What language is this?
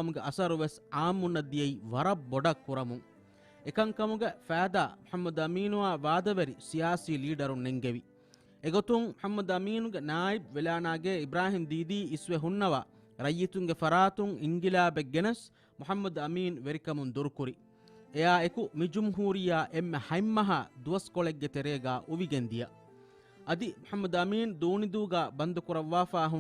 Divehi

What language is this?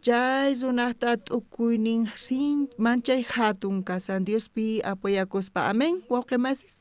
South Bolivian Quechua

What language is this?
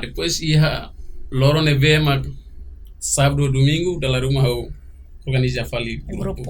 Tetum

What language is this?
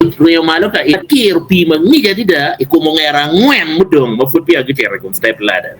Acoli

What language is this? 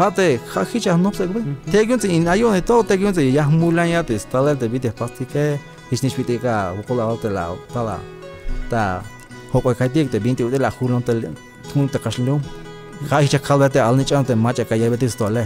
Tzeltal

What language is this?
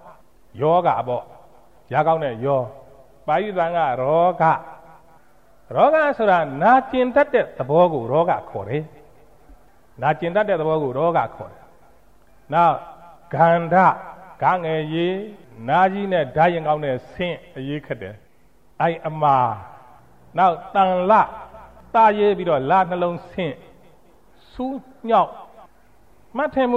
Burmese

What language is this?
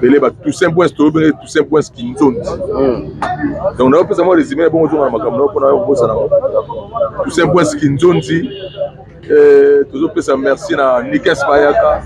Lingala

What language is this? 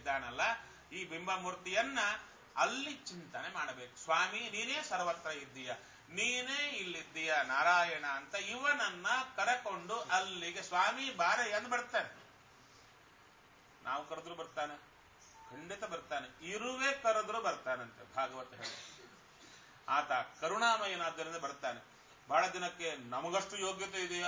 Kannada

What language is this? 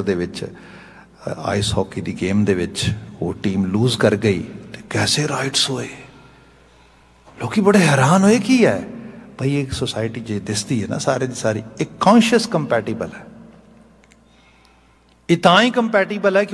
Punjabi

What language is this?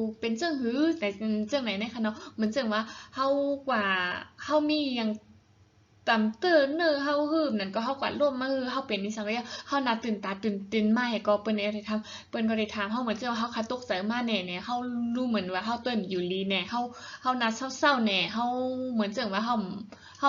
Shan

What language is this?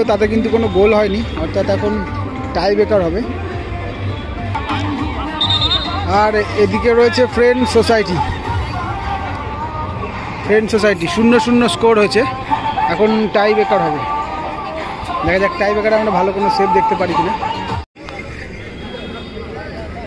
Bangla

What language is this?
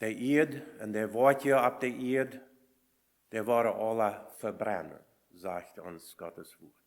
Plautdietsch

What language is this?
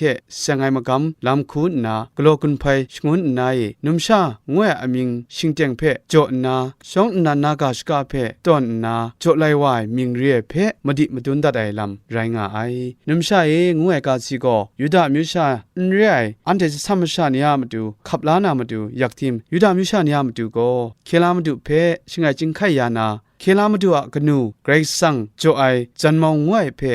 Kachin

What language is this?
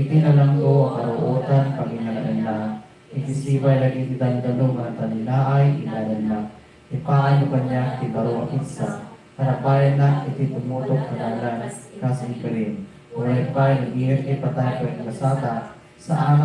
Iloko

